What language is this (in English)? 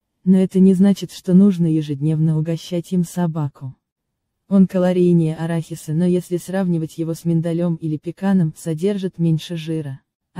Russian